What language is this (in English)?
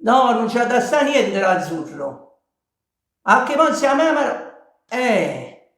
Neapolitan